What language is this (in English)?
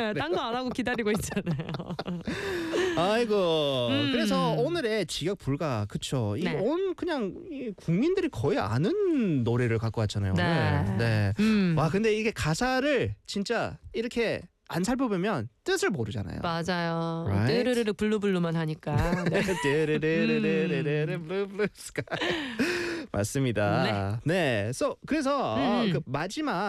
Korean